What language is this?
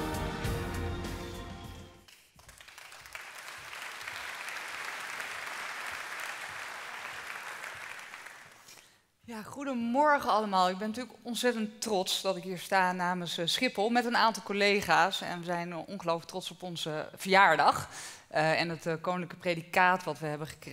Dutch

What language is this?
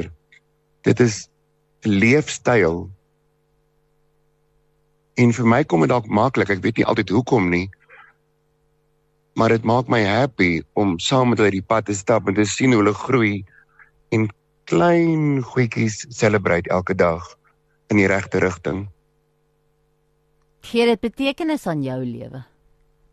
Afrikaans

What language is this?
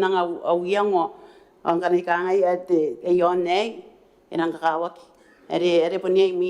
Gilbertese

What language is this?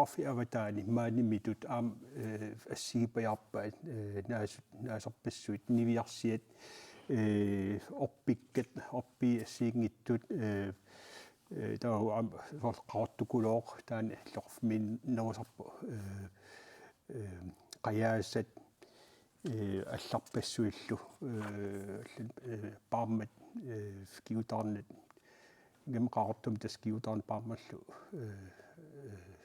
Kalaallisut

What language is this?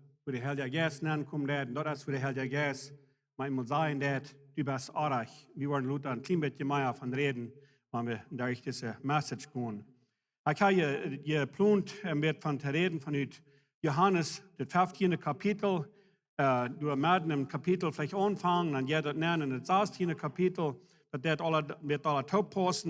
Plautdietsch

